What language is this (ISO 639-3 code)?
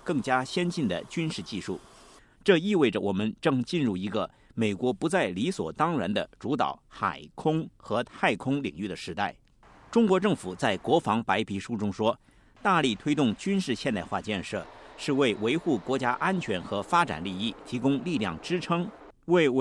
zho